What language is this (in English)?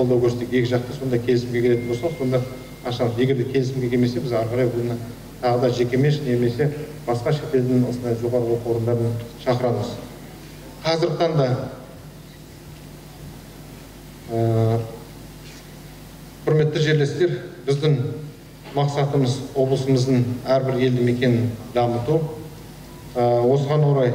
Kazakh